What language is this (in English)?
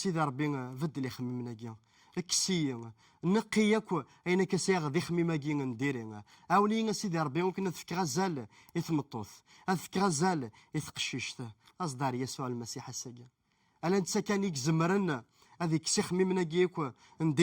Kabyle